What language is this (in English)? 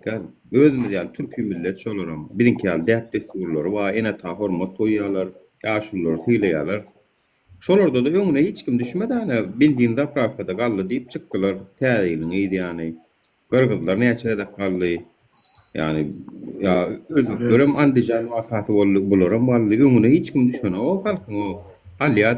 Turkmen